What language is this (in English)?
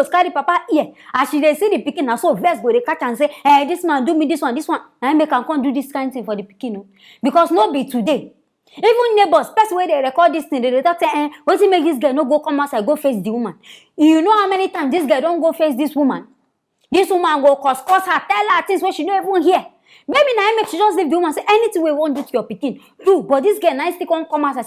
Nigerian Pidgin